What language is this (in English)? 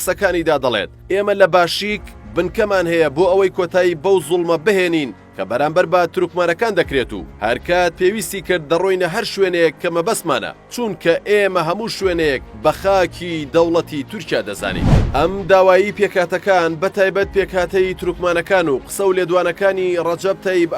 Central Kurdish